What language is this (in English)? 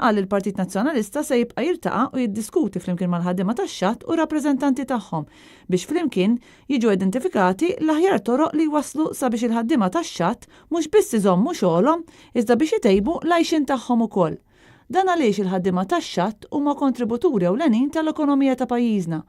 Maltese